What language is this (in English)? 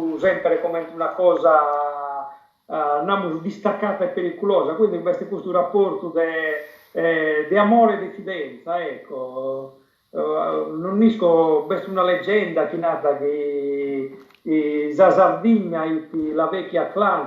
Sardinian